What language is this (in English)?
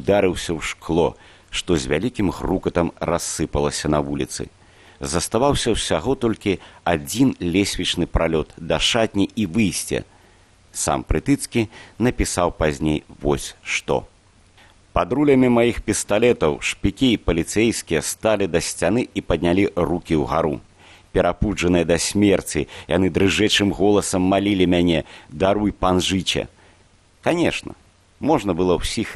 Belarusian